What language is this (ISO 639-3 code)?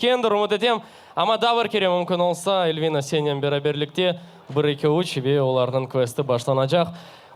crh